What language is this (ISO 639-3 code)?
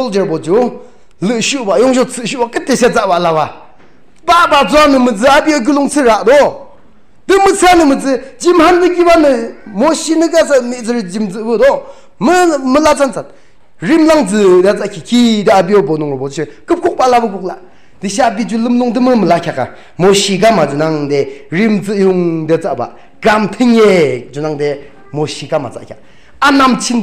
yim